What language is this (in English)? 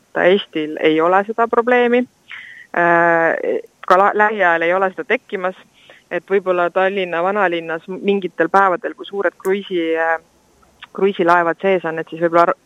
Estonian